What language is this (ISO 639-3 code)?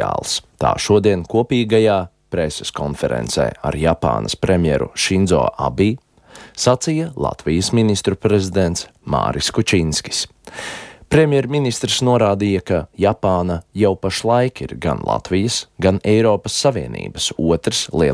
lav